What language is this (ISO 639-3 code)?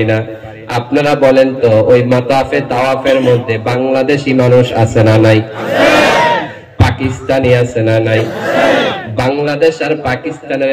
ben